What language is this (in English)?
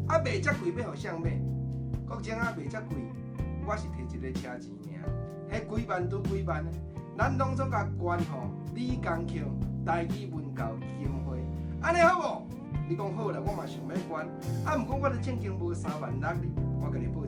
Min Nan Chinese